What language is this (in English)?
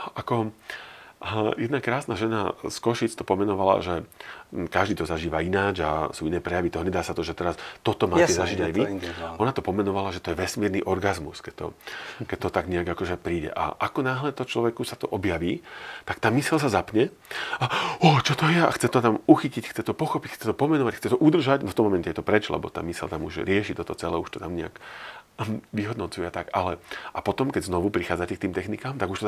Slovak